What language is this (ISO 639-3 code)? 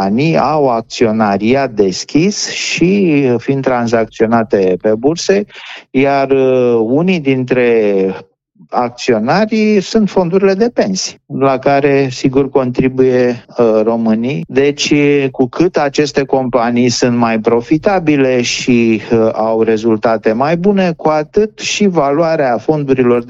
ron